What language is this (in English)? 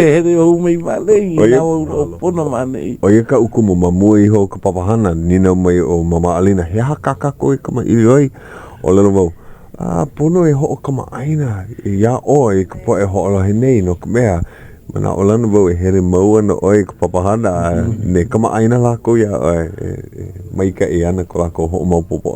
Hawaiian